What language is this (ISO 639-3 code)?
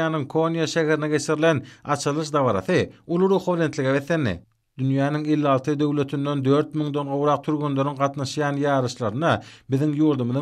tuk